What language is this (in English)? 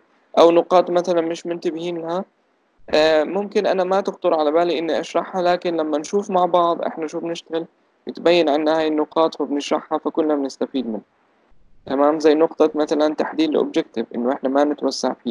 South Levantine Arabic